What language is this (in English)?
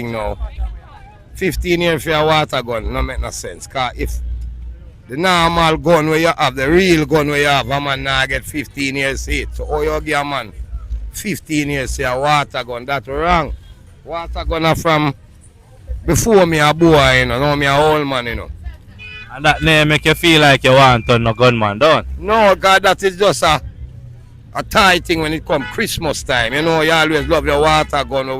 Jamaican Creole English